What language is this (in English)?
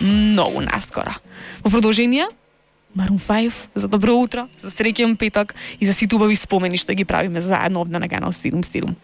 Macedonian